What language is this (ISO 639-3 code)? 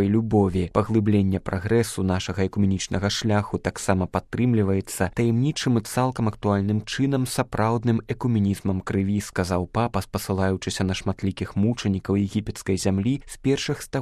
bel